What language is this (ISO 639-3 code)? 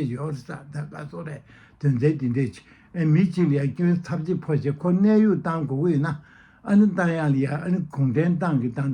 bod